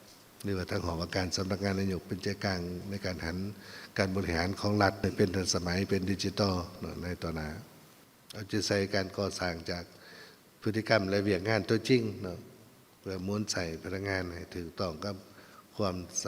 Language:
Lao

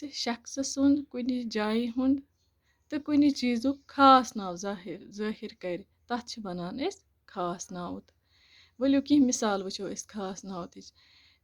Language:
Kashmiri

